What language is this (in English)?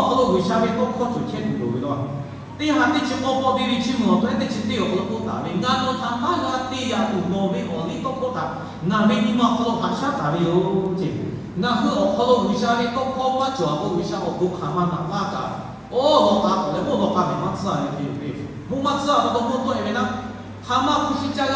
Lahu